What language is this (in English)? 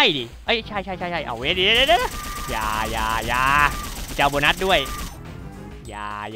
Thai